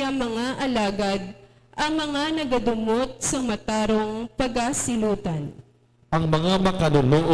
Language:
Hiligaynon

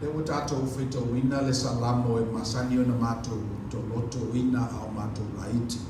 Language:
Samoan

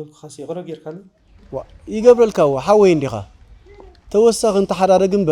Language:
Tigrinya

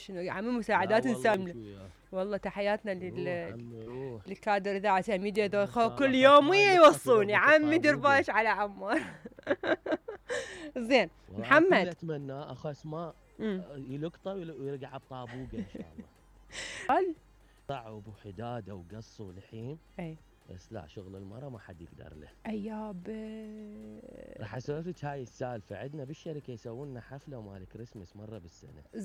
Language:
Mesopotamian Arabic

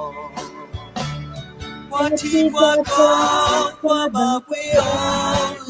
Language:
S'gaw Karen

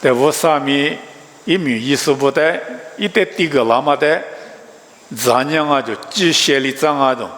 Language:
Lisu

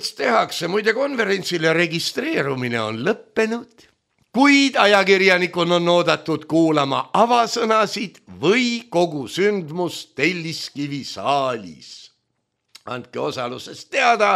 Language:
Estonian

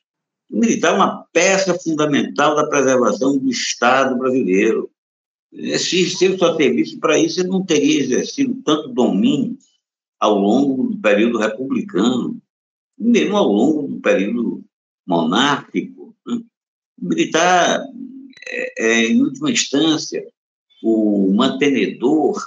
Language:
Portuguese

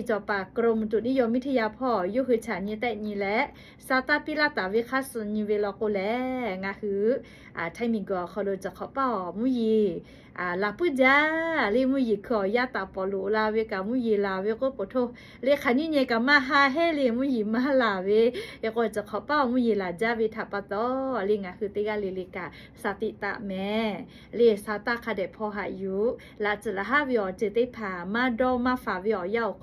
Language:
Lahu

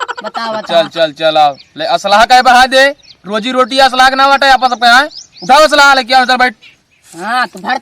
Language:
Awadhi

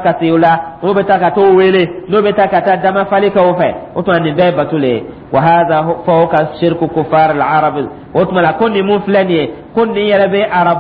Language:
Dyula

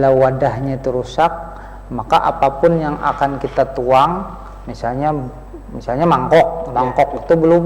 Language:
Banjar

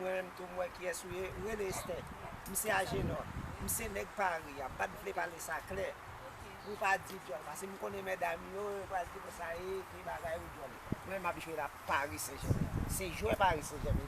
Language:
Haitian Creole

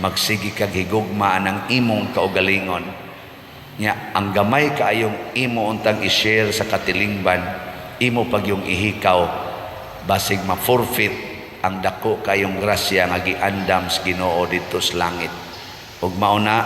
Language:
Cebuano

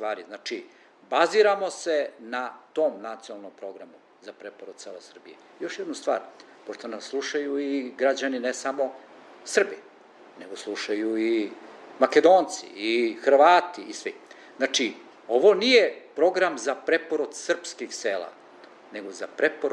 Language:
Serbian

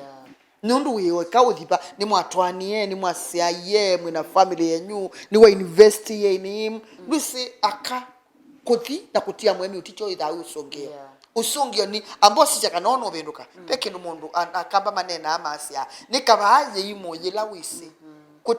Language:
Kamba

